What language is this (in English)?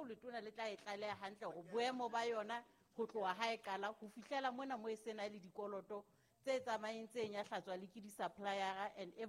Southern Sotho